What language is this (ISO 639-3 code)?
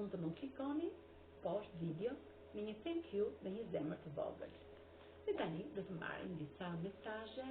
sqi